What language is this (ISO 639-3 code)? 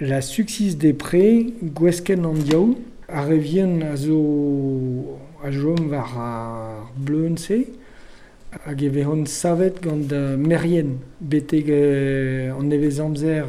bre